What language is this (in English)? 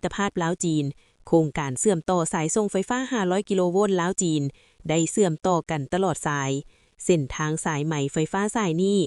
Lao